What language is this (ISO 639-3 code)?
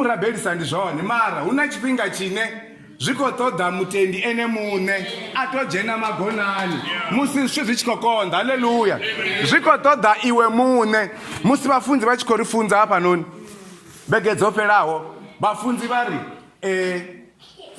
ven